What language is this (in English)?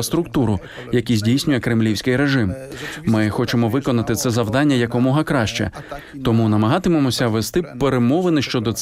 Ukrainian